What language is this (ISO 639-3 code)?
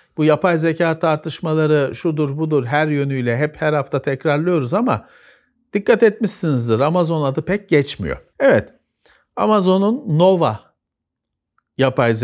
tur